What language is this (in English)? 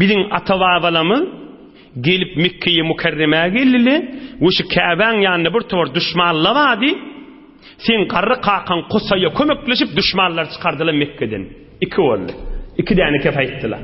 Turkmen